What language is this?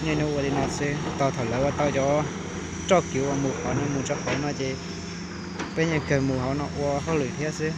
Hmong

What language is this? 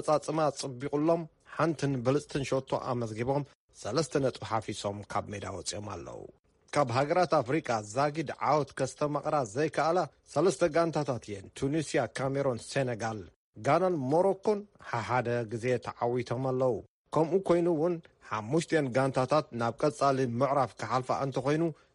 Tigrinya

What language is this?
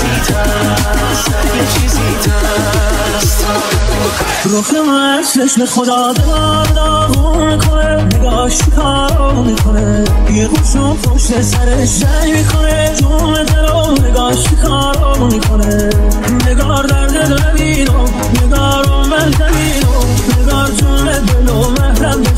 Persian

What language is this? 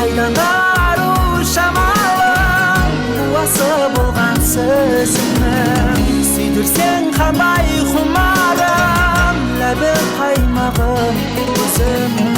Kara-Kalpak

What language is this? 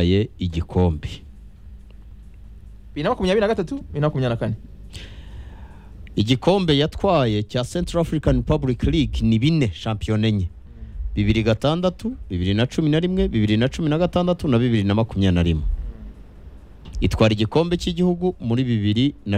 Kinyarwanda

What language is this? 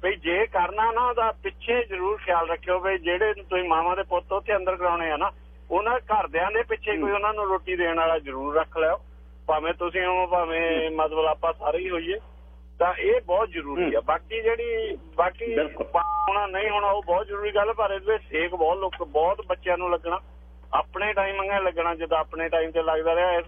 Punjabi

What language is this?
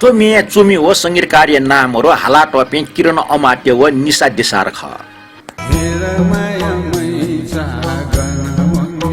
Newari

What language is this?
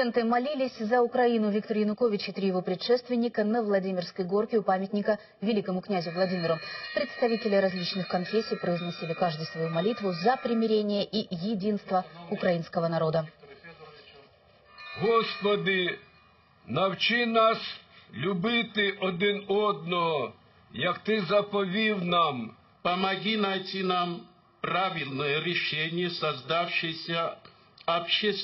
Russian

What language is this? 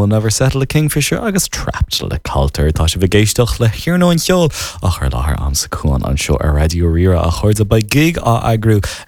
Irish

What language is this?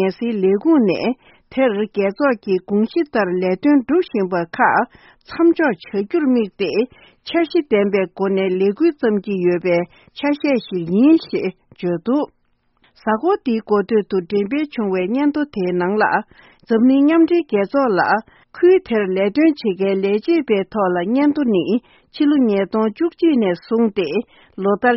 Tibetan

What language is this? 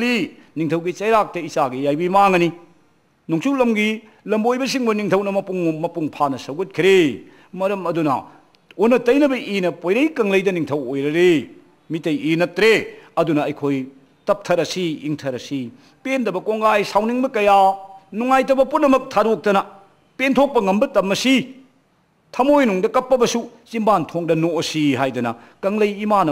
Manipuri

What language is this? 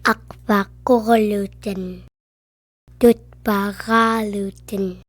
Central Yupik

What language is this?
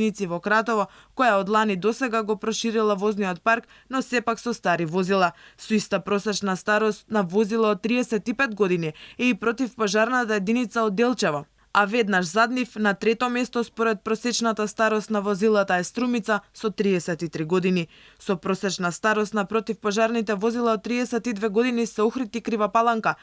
Macedonian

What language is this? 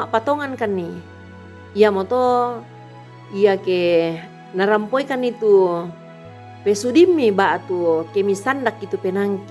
Toraja-Sa'dan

